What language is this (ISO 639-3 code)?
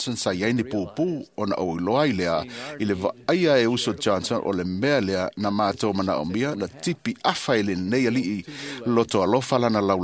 smo